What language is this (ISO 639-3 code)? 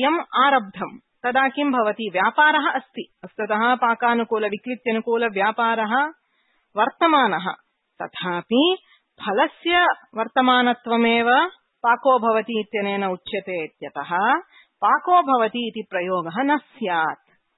san